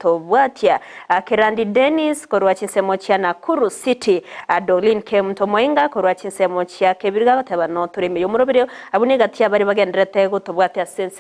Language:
Gusii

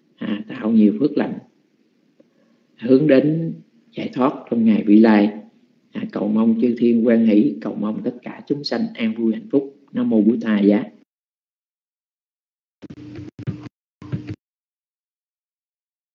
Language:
Vietnamese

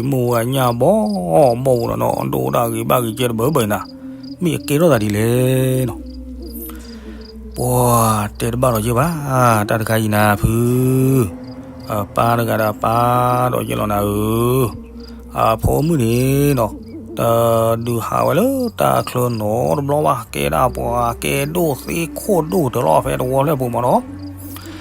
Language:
S'gaw Karen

